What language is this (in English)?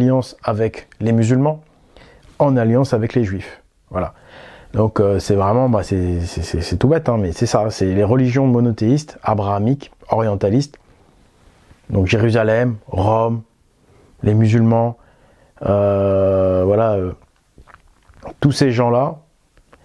French